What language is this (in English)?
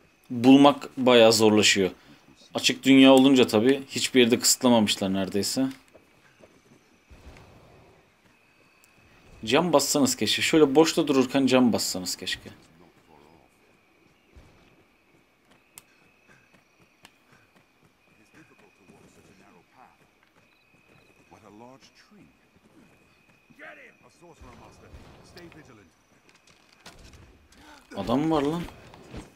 Turkish